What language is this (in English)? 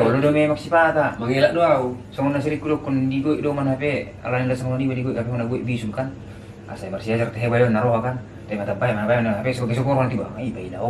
Batak Toba